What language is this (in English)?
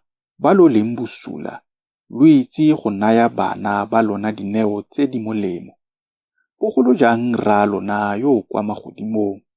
Tswana